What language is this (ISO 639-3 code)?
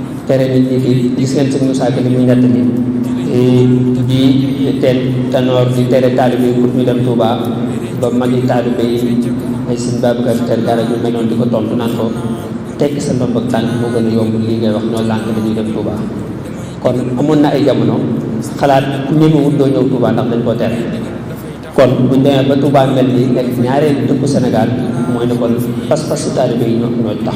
wol